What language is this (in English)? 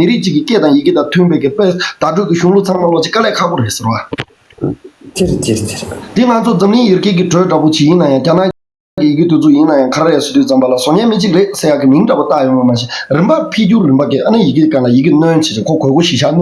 Tibetan